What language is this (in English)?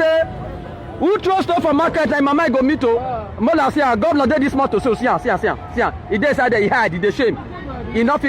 Nigerian Pidgin